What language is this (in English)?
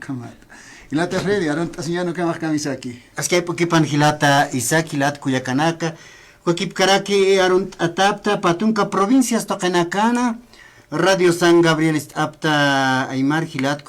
Aymara